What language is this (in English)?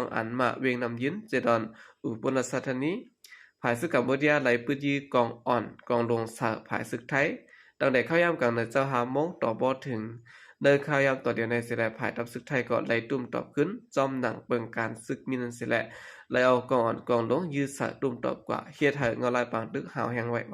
Shan